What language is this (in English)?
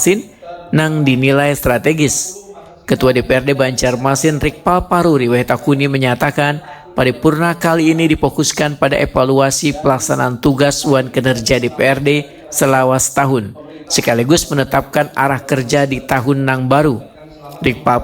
Banjar